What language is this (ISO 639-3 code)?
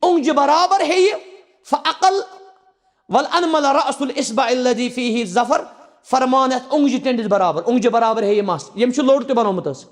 kas